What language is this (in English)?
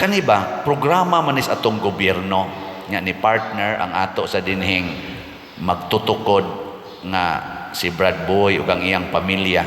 Cebuano